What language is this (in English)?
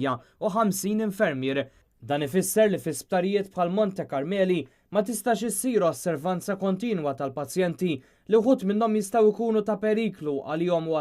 Maltese